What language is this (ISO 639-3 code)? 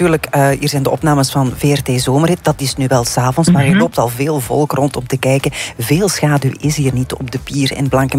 nld